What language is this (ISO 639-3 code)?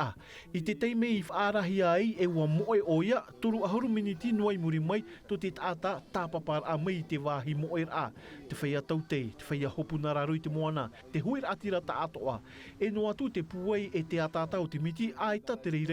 tah